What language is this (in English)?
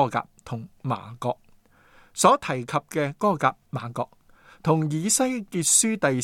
Cantonese